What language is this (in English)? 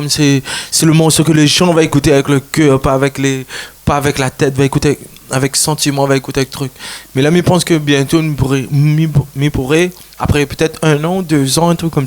Réunion Creole French